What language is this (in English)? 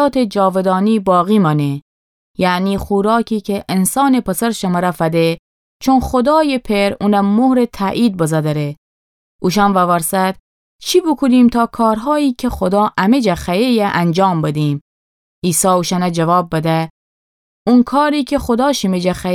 Gilaki